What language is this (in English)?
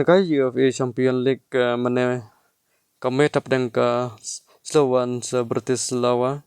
Khasi